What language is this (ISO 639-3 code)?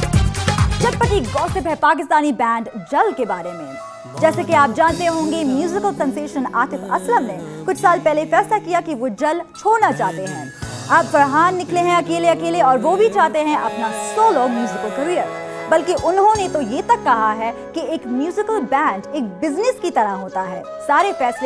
hin